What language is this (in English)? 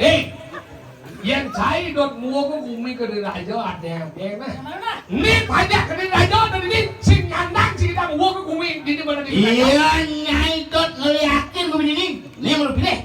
Balinese